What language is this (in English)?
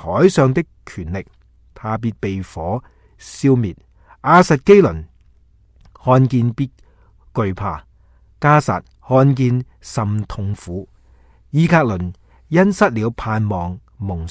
Cantonese